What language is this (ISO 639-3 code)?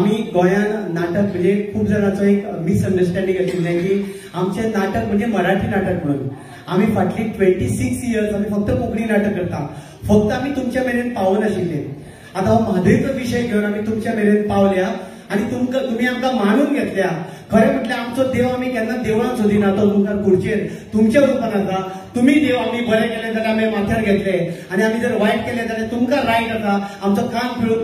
kok